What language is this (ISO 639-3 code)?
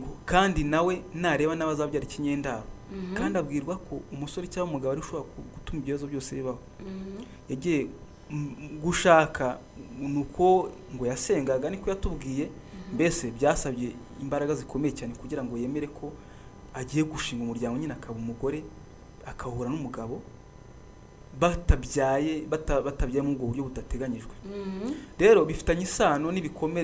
kin